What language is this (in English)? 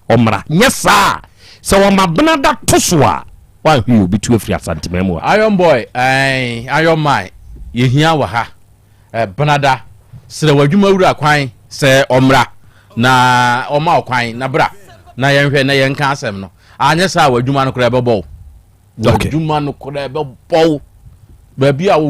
Akan